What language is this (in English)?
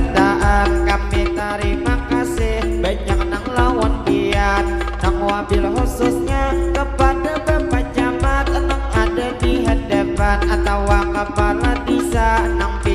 Banjar